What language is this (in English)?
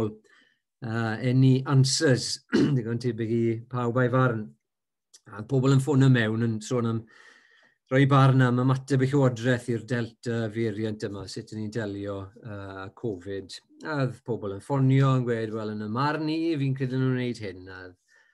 Welsh